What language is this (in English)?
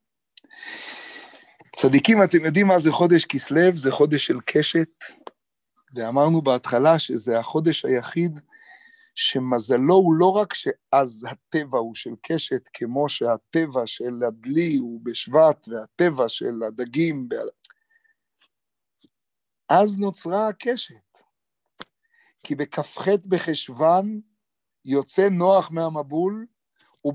Hebrew